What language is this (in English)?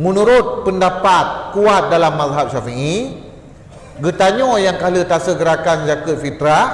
Achinese